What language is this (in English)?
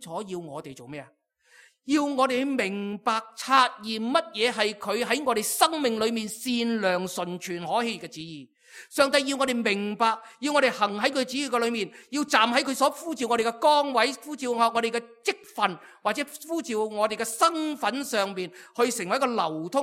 Cantonese